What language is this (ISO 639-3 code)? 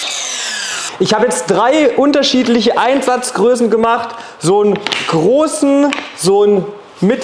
deu